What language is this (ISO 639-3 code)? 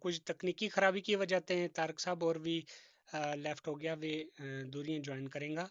gju